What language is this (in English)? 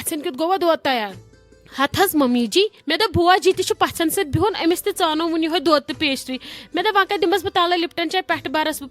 Kashmiri